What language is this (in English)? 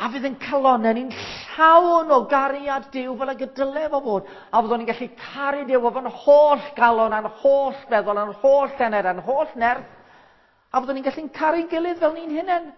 Welsh